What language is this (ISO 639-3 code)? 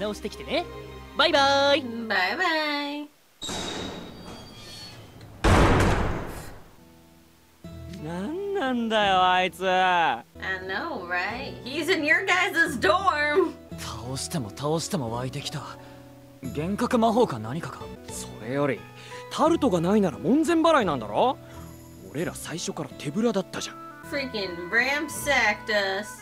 jpn